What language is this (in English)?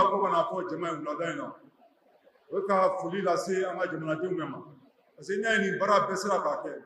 Bambara